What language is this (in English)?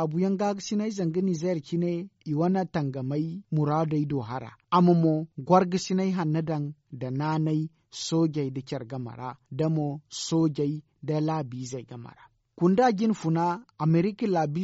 Zarma